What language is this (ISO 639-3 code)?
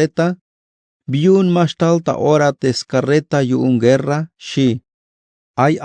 tzh